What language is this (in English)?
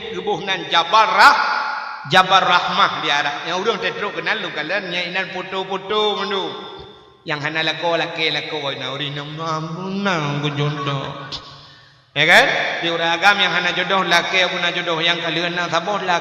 Achinese